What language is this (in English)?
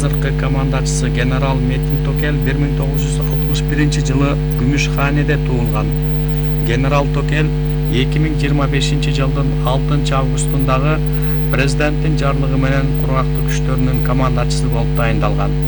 Kyrgyz